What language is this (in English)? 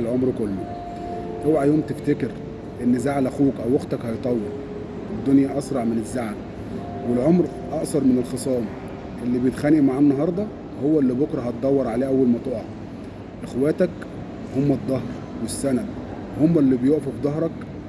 Egyptian Arabic